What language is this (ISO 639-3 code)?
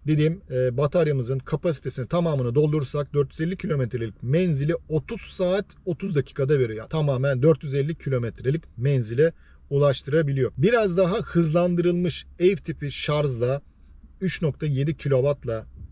tur